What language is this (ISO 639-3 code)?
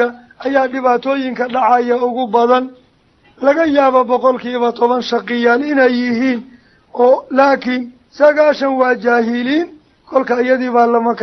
som